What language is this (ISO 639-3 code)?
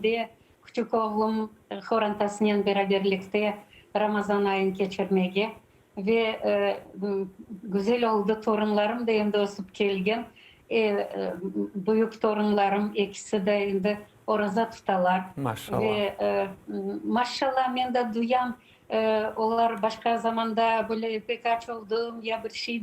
crh